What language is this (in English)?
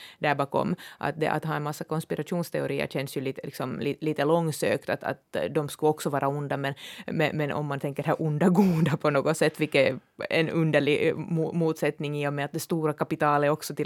Swedish